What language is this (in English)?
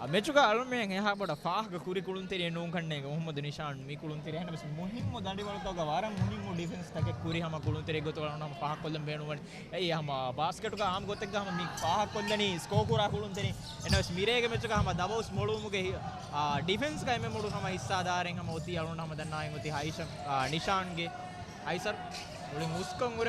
Divehi